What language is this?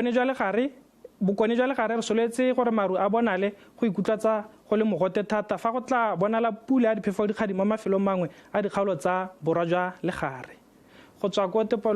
Tswana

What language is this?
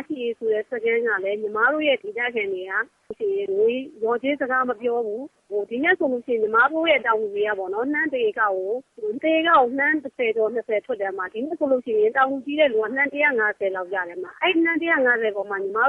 Burmese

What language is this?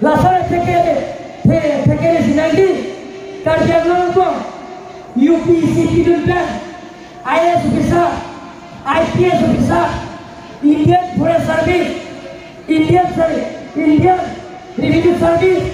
Karbi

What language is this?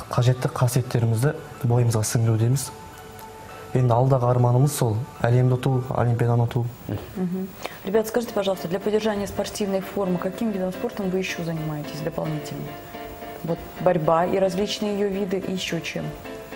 Kazakh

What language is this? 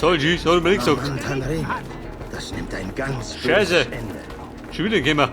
Bavarian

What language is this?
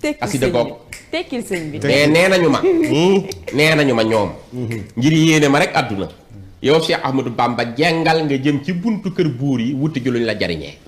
Wolof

